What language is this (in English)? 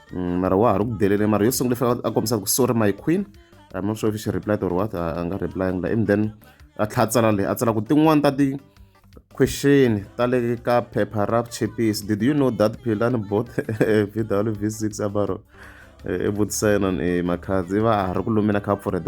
Tsonga